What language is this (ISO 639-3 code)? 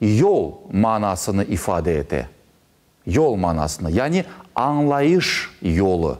crh